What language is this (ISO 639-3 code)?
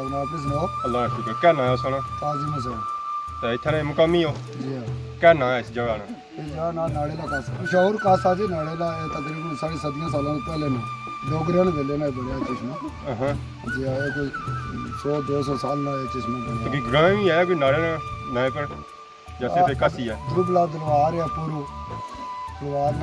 phr